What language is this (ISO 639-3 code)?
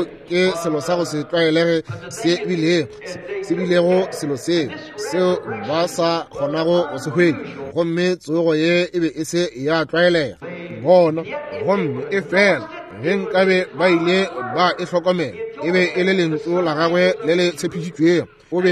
nso